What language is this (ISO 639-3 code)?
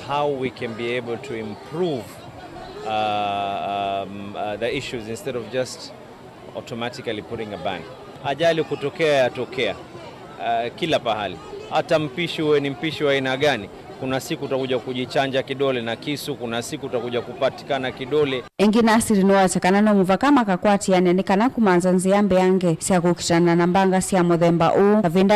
kam